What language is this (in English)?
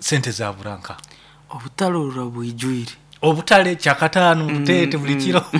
Nyoro